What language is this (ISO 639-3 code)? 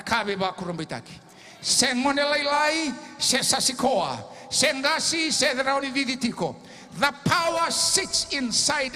fij